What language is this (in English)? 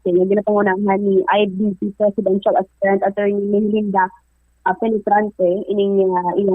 Hiligaynon